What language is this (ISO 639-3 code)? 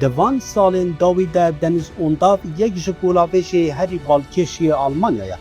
kur